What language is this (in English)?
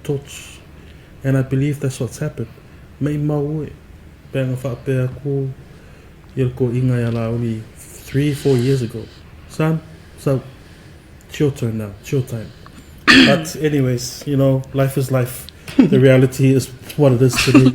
Samoan